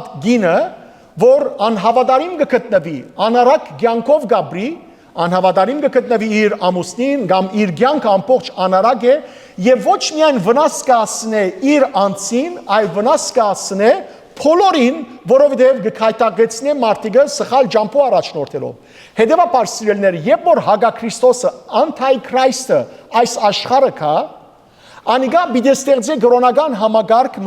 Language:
Western Armenian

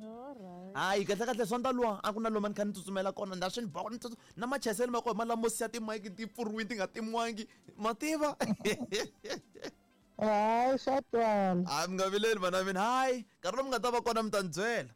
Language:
Tsonga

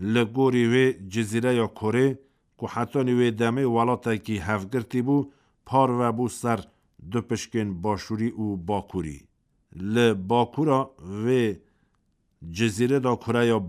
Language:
Kurdish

